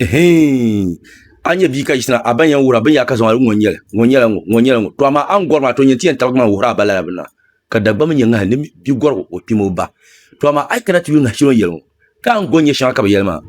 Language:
Dagbani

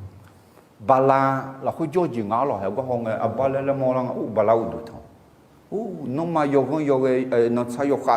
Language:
Akha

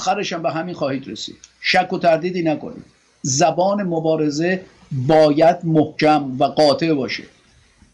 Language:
Persian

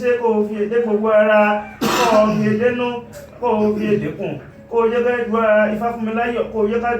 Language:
Yoruba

